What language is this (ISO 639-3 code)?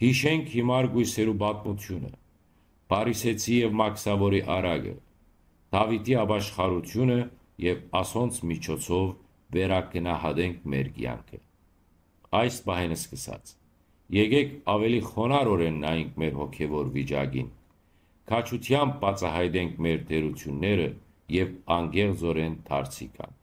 hyw